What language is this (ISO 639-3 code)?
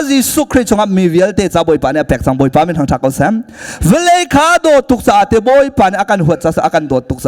cnh